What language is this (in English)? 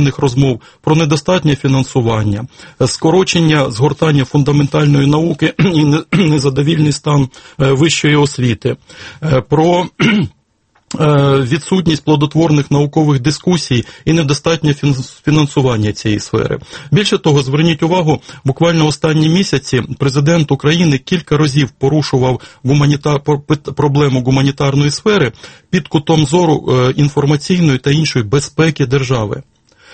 Ukrainian